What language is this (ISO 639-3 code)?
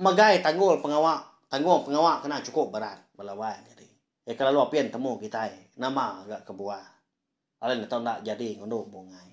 iba